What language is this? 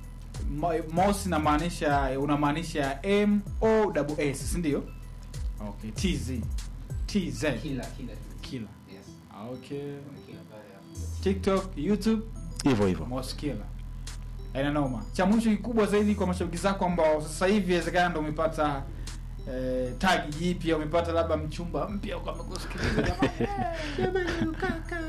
Swahili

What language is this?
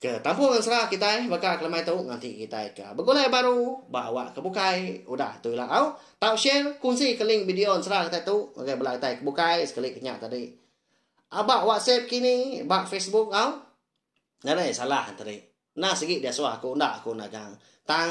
Iban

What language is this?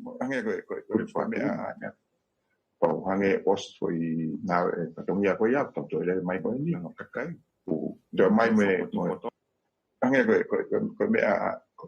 Tongan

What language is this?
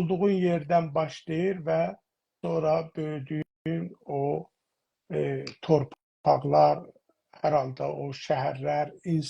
South Azerbaijani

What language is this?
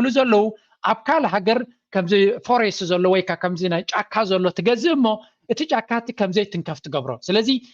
Tigrinya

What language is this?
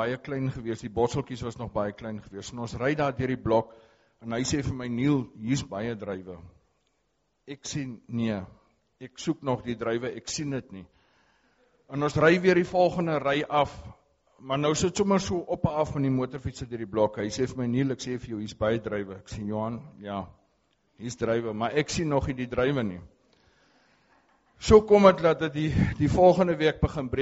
Afrikaans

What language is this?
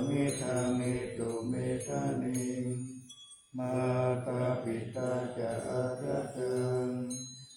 Pali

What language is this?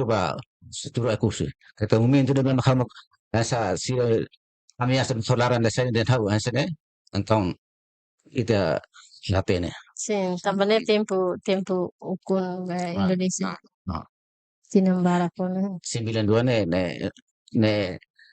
Tetum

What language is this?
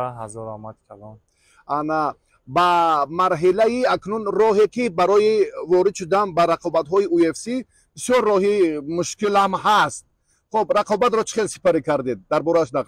Tajik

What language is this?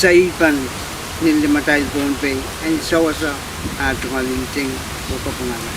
Pohnpeian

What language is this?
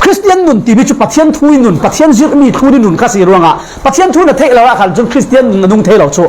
Falam Chin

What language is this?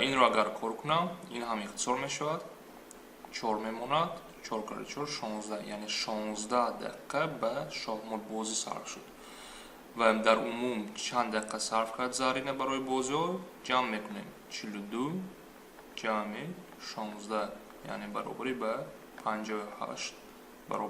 Tajik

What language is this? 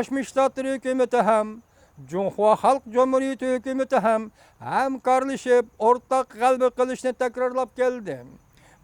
Uyghur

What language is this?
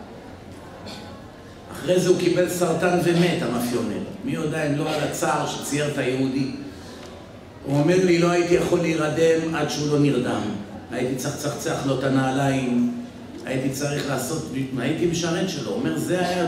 Hebrew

